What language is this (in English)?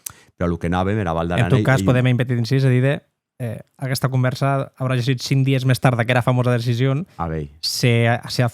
Occitan